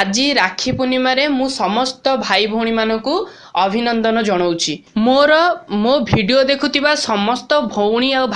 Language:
Odia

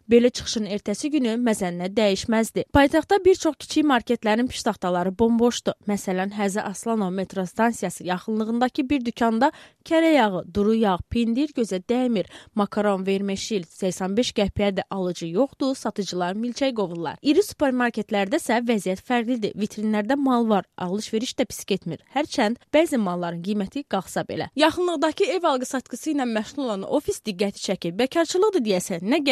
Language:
Azerbaijani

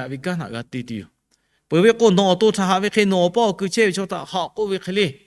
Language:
Lahu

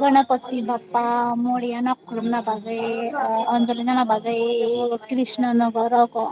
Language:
Kok Borok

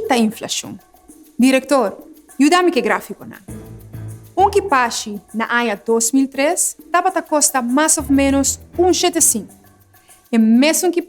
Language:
Papiamento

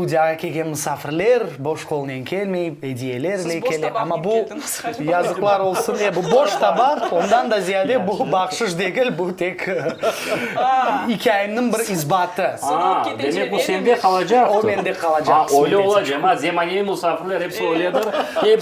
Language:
Crimean Tatar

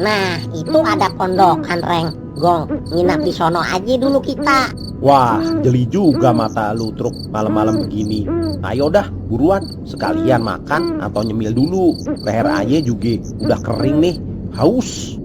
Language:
Betawi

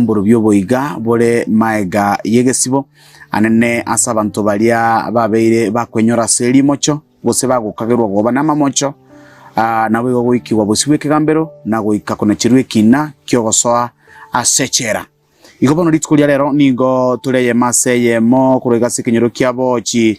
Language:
Gusii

